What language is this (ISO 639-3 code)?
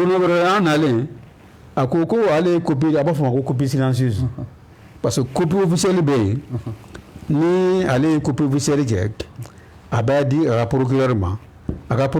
bam